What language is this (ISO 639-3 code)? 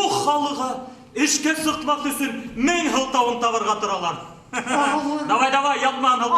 bak